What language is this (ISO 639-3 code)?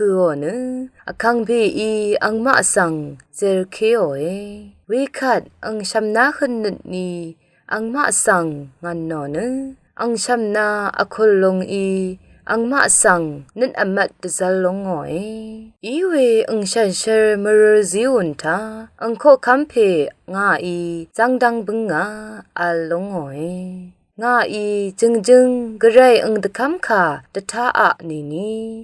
raw